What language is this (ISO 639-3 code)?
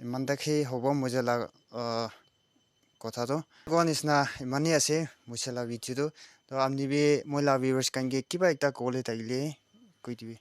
nag